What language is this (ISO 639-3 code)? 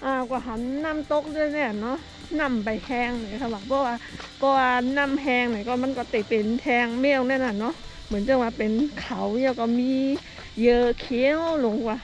shn